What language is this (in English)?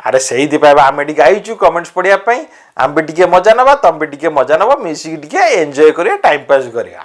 Odia